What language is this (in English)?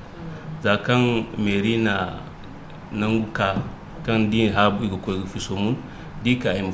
Zarma